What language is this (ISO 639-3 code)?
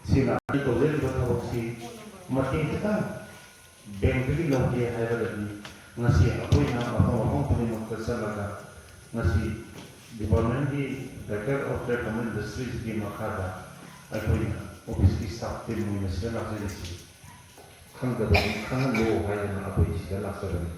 mni